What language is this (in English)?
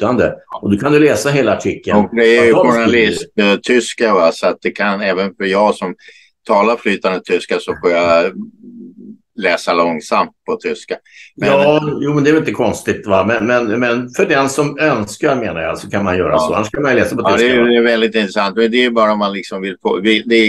Swedish